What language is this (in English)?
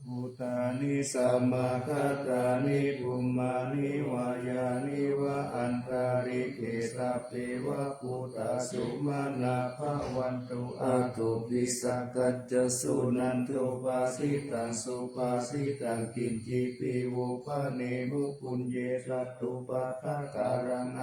Pali